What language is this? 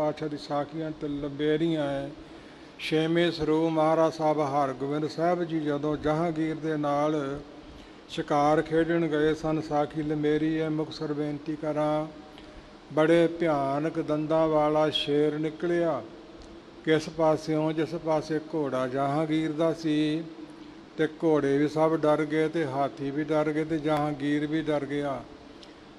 Punjabi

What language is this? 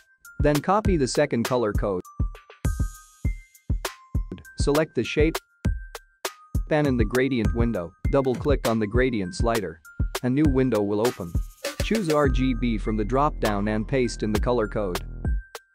English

